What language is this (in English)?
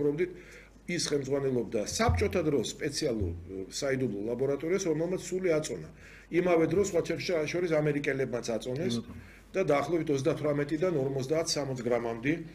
Georgian